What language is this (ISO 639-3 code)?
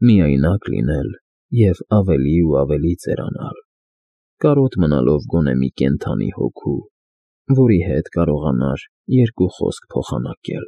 hye